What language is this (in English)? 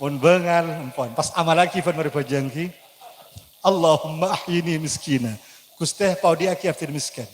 Madurese